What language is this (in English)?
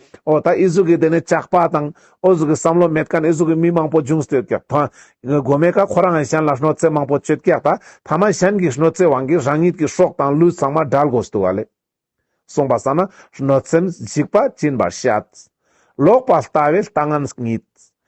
Ladakhi